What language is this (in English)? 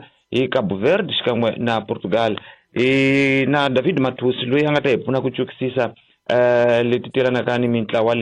Tsonga